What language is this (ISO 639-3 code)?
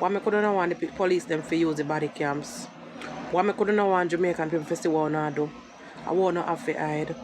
jam